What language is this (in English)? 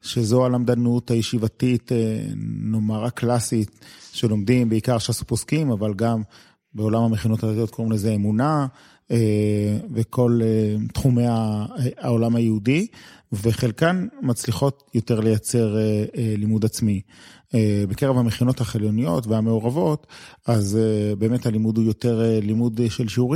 Hebrew